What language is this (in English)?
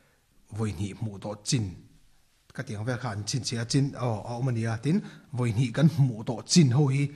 Mizo